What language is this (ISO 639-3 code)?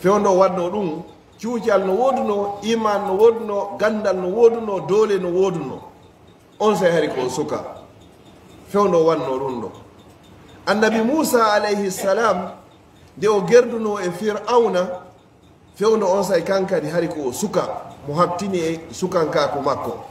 ful